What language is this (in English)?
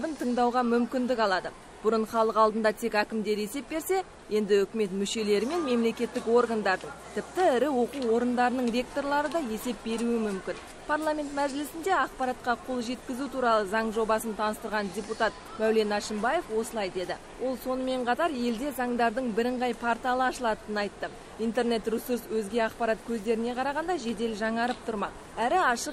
Kazakh